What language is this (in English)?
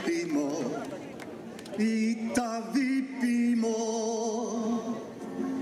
Slovak